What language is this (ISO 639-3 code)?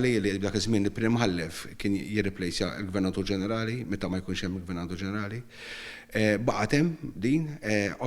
mlt